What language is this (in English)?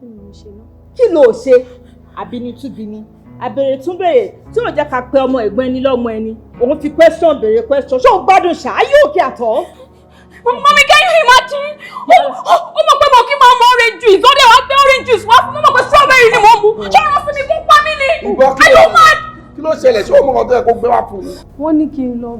Yoruba